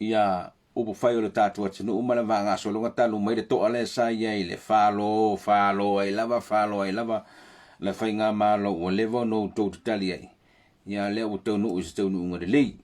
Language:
Samoan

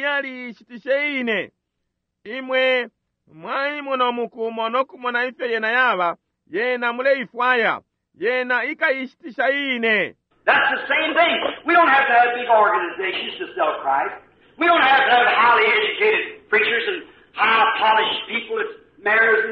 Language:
Bemba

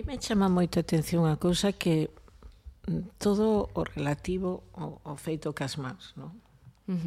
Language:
Galician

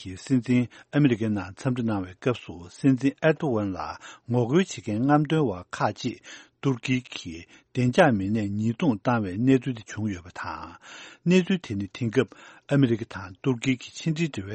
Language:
Tibetan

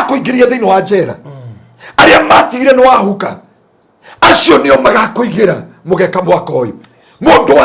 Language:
Kikuyu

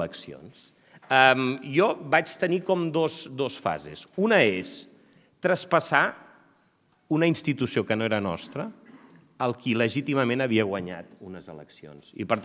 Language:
Catalan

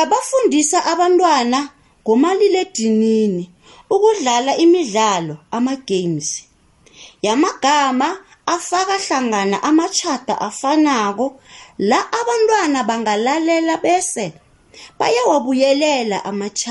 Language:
South Ndebele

